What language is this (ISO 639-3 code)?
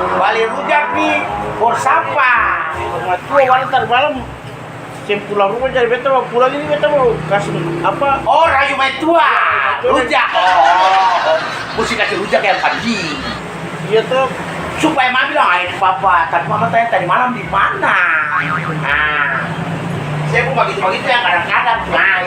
abs